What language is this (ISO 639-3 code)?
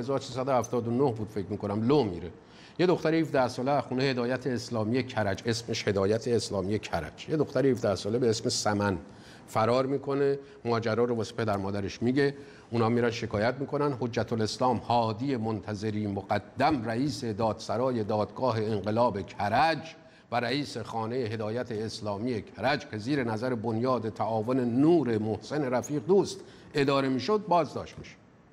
fas